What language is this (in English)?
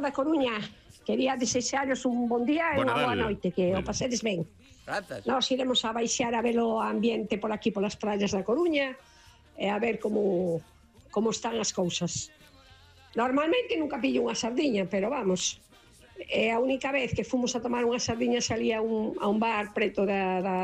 Galician